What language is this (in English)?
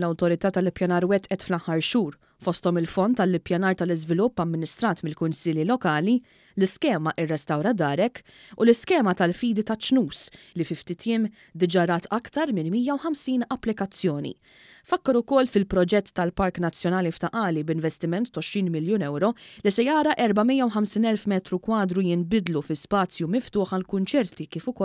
Maltese